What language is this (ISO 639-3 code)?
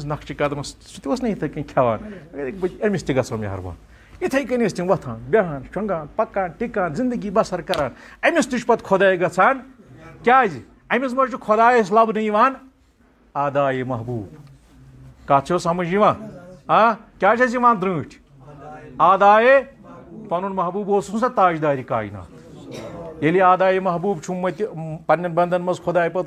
kas